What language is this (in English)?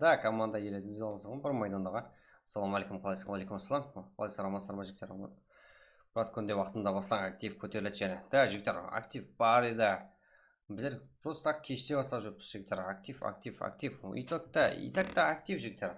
Kara-Kalpak